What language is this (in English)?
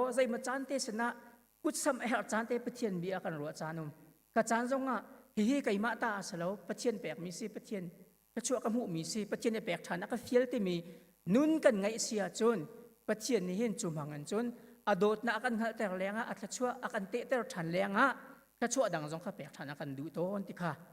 Hakha Chin